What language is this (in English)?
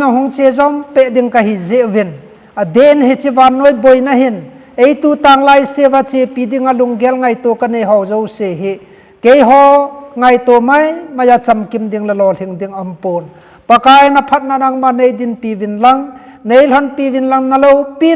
Thado Chin